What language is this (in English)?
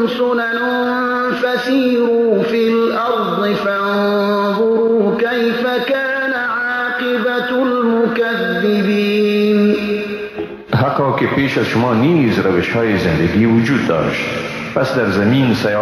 Persian